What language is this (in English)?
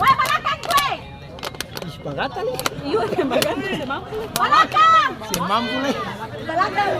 Ambonese Malay